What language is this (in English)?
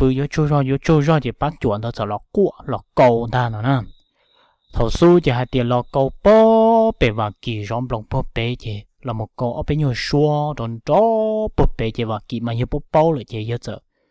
Hmong